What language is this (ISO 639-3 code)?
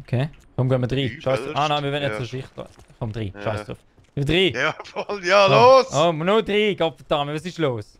gsw